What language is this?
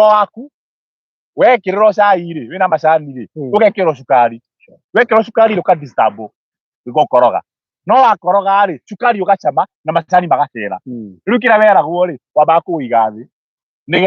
Kikuyu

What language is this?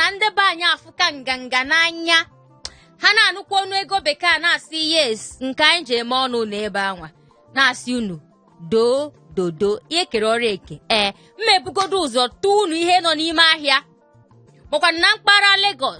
Igbo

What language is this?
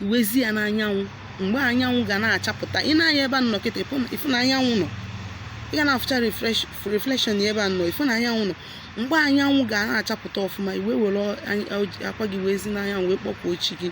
Igbo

